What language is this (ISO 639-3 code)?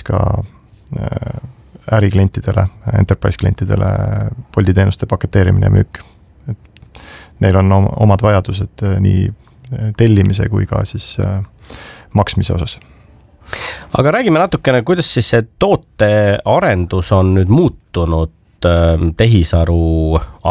est